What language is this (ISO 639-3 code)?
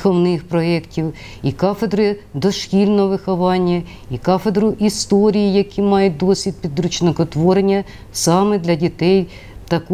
ukr